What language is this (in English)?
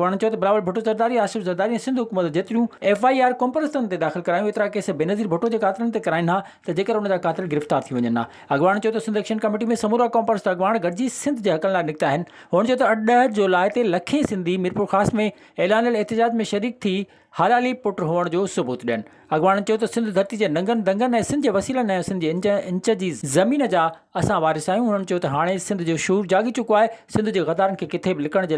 Sindhi